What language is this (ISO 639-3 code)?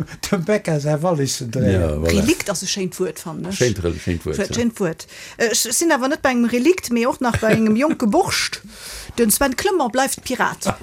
ltz